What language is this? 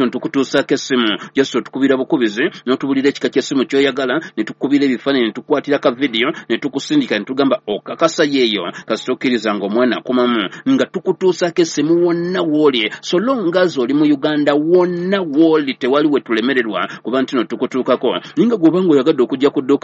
Ganda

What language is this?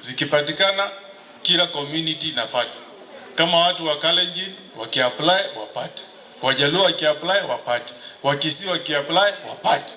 Gusii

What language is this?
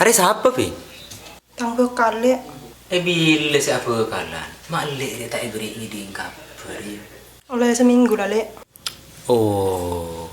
Madurese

